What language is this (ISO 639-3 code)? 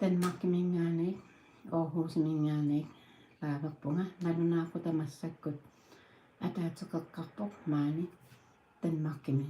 kal